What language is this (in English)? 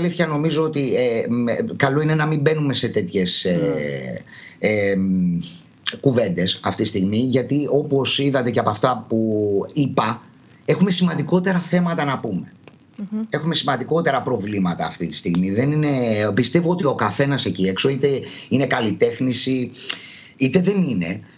Greek